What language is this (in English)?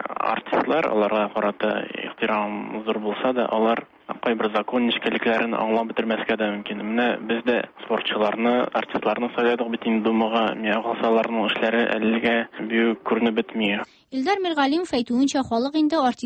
Tatar